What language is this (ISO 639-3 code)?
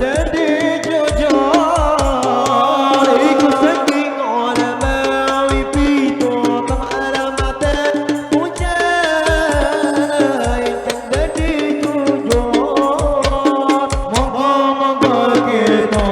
bjn